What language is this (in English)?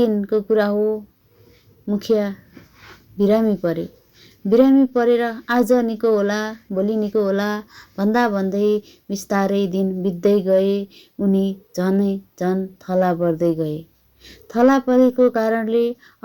Nepali